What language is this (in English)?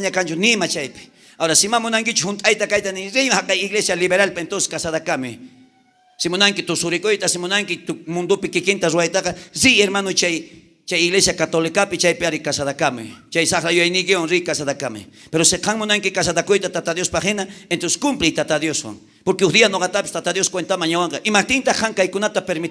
South Bolivian Quechua